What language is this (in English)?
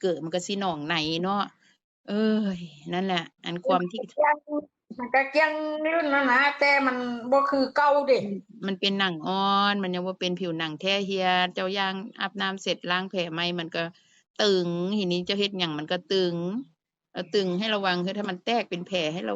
Northeastern Thai